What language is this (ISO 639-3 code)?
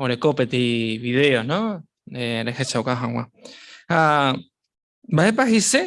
grn